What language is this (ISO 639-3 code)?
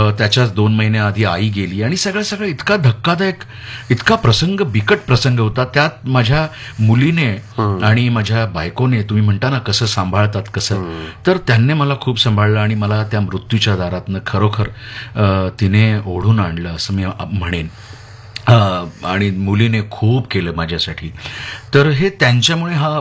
mar